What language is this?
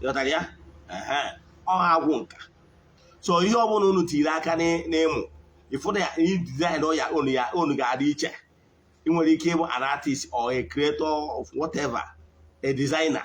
Igbo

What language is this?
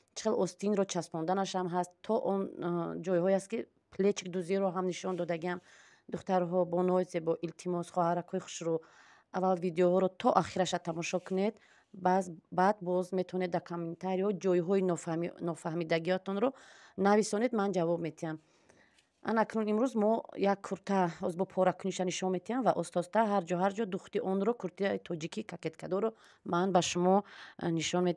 Tajik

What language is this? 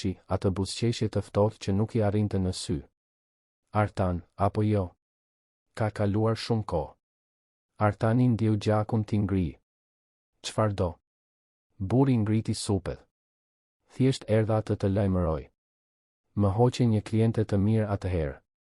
Albanian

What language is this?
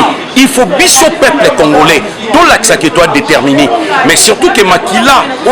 Lingala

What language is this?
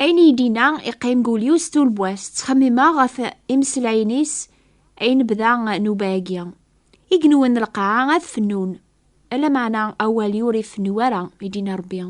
Kabyle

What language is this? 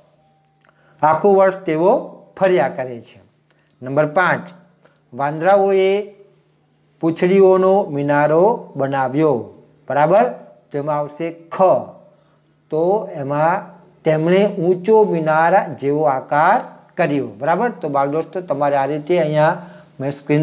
Gujarati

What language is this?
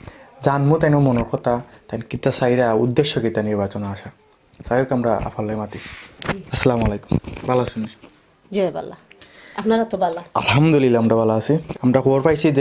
Sylheti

